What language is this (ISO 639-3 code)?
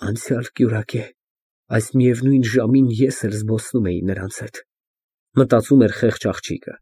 hye